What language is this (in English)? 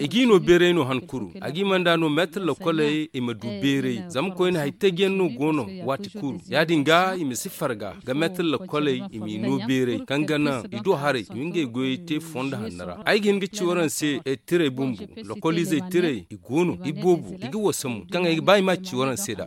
Zarma